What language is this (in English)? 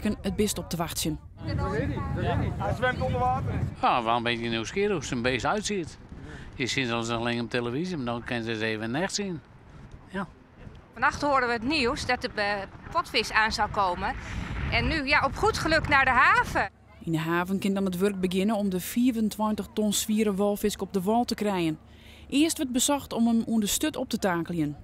Western Frisian